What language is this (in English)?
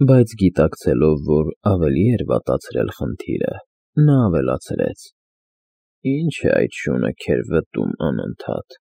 Armenian